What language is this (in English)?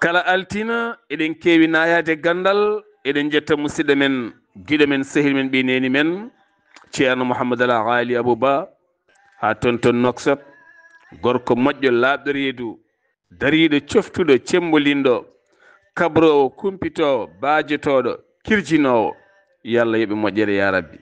Fula